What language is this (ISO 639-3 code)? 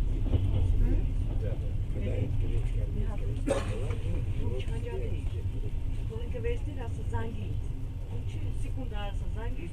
rus